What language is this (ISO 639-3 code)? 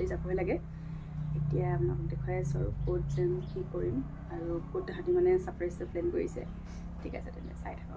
asm